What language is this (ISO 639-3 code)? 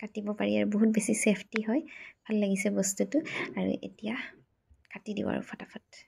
asm